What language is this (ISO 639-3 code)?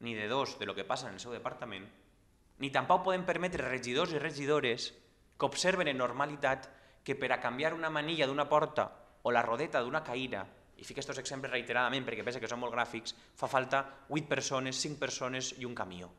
cat